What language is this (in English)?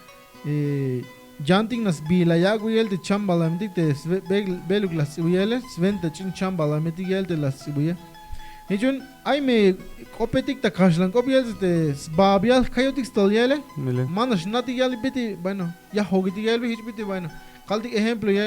Tzeltal